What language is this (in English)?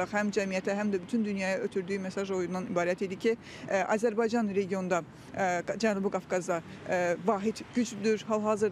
Azerbaijani